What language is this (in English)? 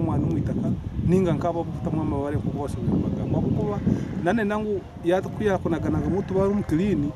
Nyankole